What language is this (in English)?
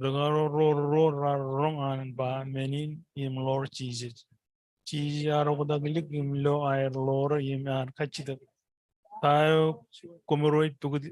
Marshallese